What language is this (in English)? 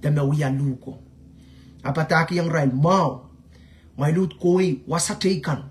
Pohnpeian